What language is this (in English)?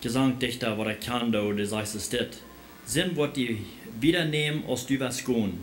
Plautdietsch